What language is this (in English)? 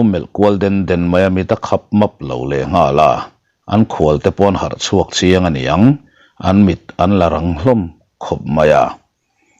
Mizo